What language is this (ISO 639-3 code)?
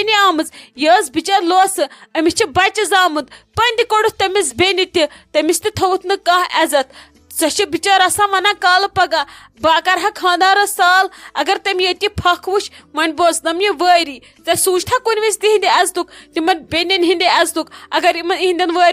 kas